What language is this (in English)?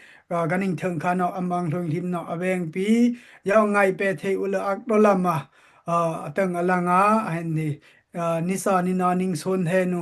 Dimasa